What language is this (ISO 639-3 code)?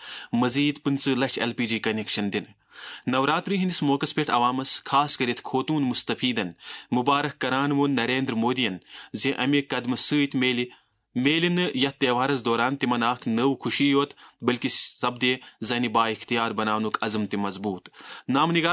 kas